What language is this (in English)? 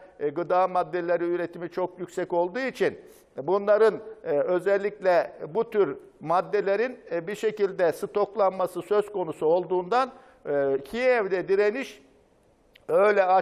Turkish